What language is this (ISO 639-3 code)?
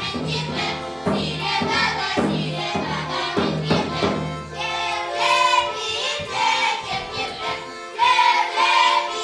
chv